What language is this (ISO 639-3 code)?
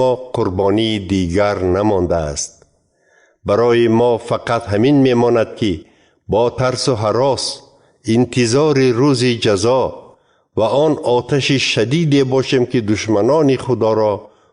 tgk